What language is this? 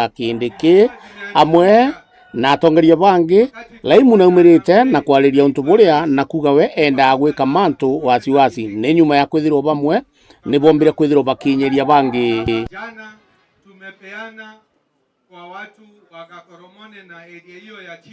Meru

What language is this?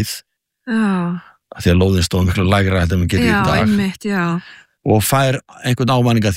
Icelandic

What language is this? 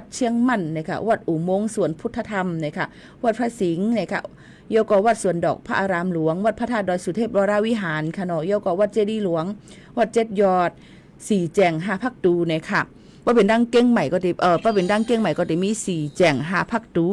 Shan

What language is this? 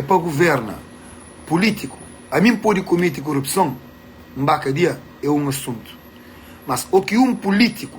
Kabuverdianu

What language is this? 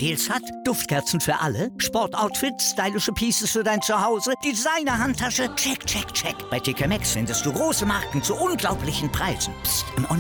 German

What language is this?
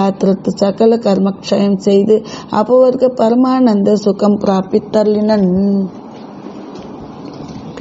Tamil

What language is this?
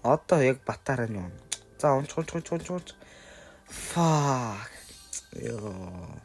Mongolian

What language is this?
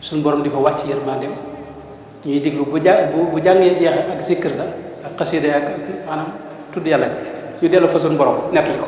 Wolof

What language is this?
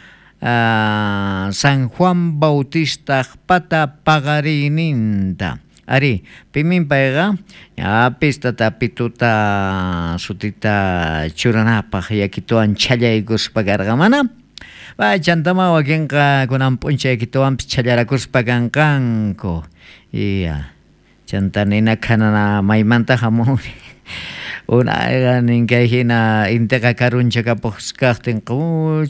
South Bolivian Quechua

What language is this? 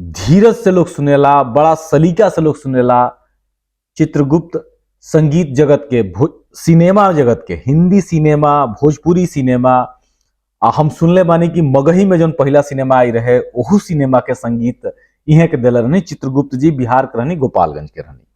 Bhojpuri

